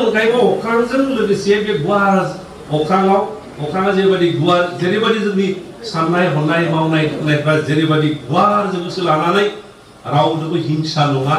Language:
Bodo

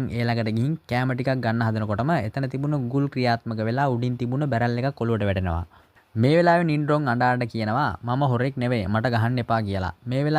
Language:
Sinhala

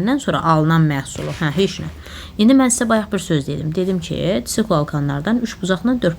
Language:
Azerbaijani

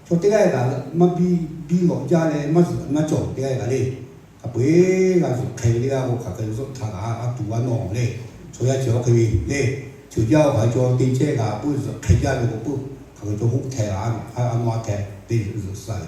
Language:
Lahu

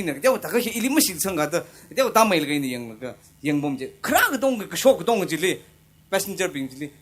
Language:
Tangkhul Naga (India)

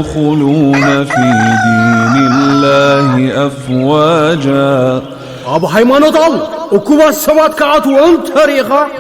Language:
Tigrinya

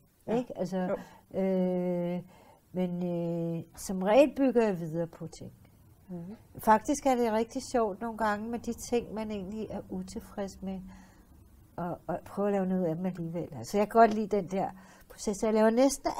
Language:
Danish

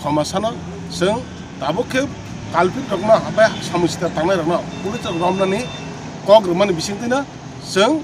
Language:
Kok Borok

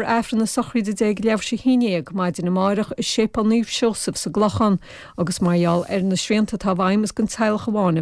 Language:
Irish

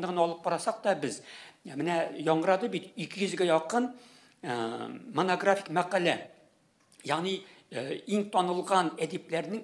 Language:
Tatar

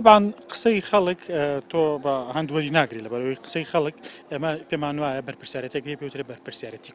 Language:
Central Kurdish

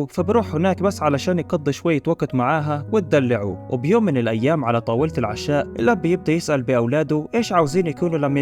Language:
Egyptian Arabic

